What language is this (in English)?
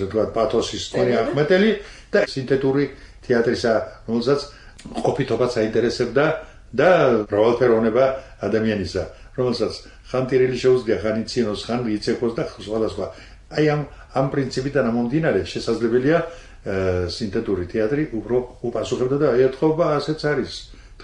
Georgian